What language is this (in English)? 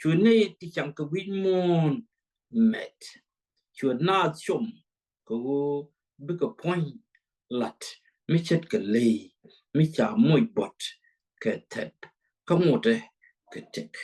Nuer